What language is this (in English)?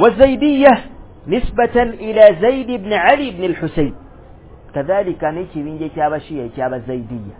Ganda